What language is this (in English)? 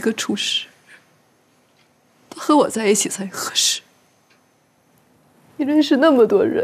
Chinese